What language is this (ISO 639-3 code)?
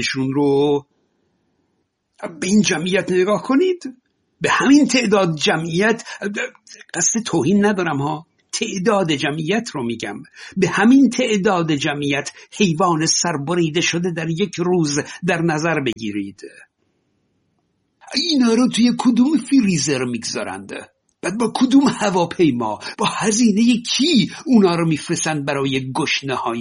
fas